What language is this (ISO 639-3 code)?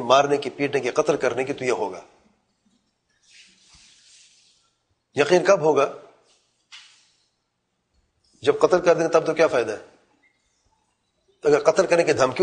urd